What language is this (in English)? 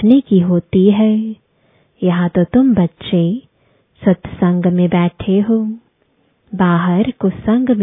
Hindi